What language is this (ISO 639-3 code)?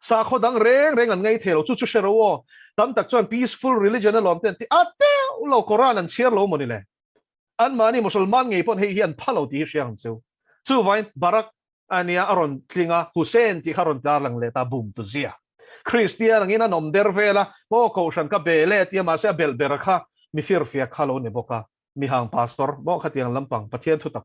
lus